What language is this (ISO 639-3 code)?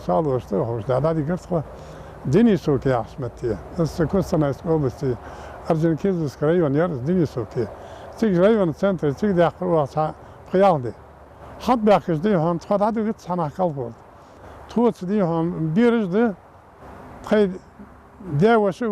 inh